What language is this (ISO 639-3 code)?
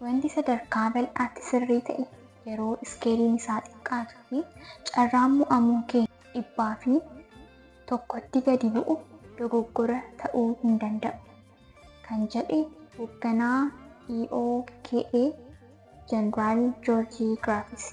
orm